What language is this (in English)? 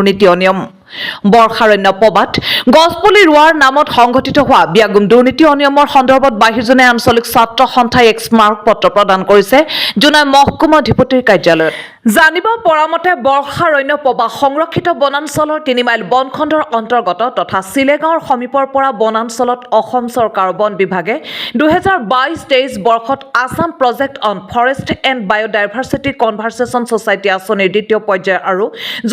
Assamese